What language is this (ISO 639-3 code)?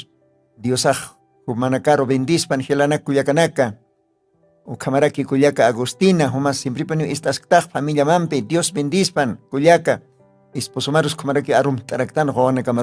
aym